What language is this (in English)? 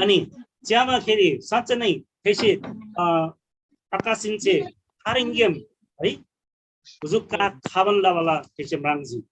Eastern Tamang